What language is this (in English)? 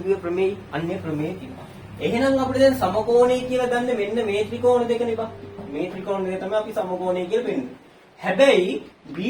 Sinhala